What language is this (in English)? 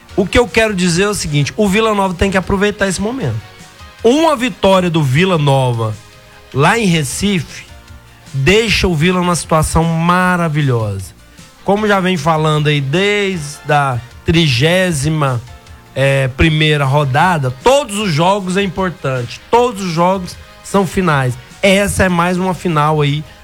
Portuguese